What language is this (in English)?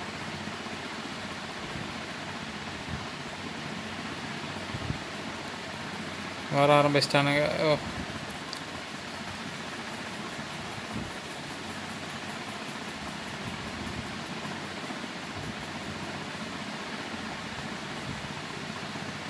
Tamil